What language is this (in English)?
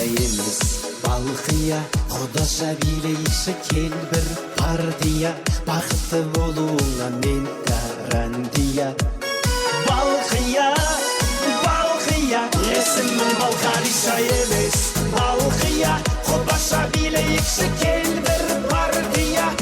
Kara-Kalpak